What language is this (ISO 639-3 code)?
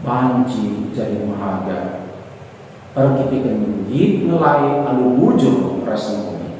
btx